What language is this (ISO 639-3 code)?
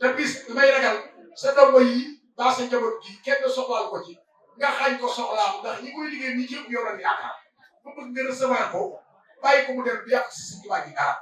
wol